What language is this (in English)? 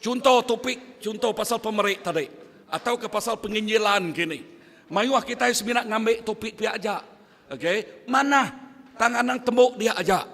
Iban